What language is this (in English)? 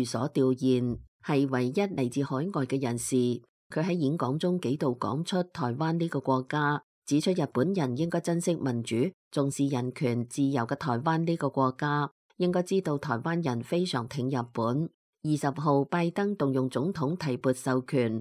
Cantonese